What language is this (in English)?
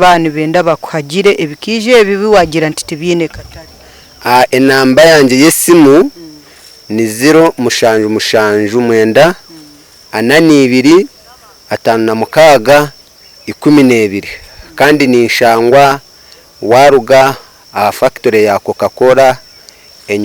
Nyankole